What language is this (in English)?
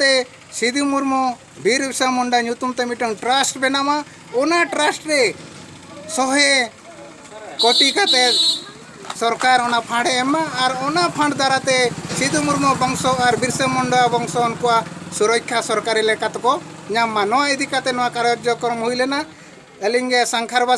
Santali